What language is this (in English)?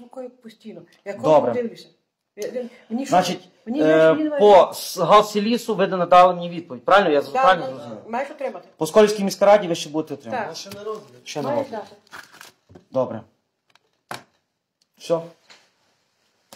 Ukrainian